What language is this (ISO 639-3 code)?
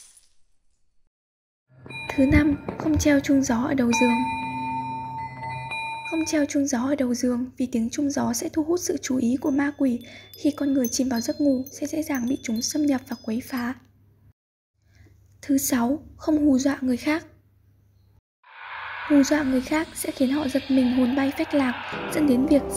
vie